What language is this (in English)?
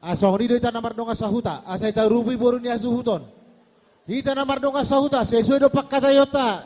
Batak Toba